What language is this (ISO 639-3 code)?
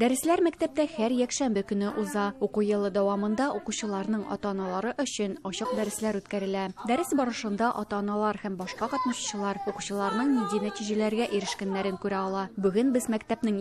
tat